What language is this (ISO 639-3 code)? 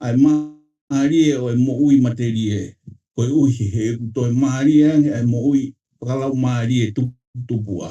ton